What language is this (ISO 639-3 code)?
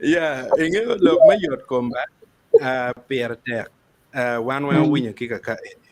ach